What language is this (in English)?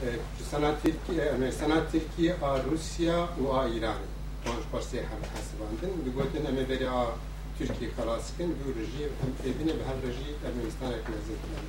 Kurdish